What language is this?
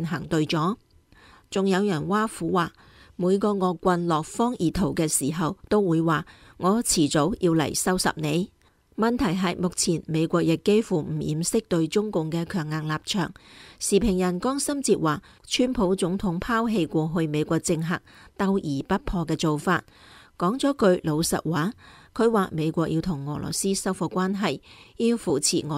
Cantonese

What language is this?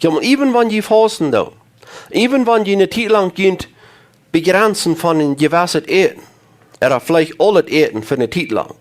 Plautdietsch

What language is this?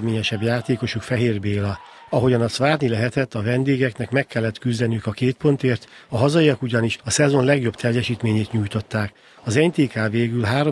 Hungarian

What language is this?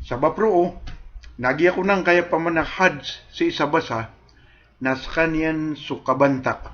Maranao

